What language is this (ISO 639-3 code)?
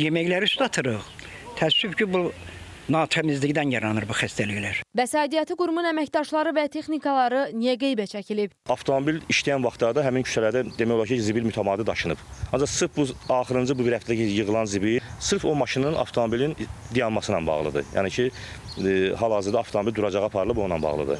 aze